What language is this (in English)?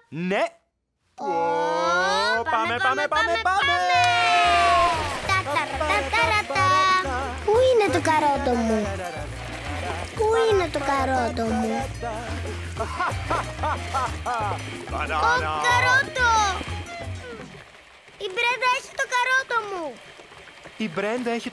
Greek